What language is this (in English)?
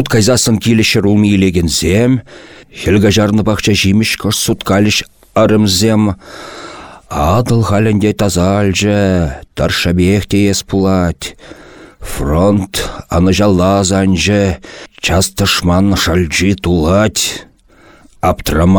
Chuvash